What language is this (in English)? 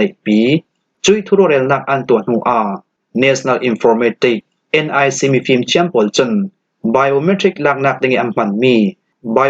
Falam Chin